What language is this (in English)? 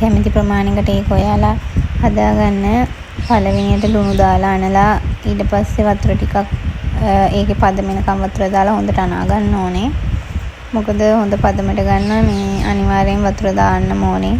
Sinhala